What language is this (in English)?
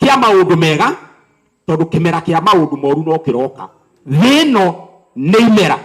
Kikuyu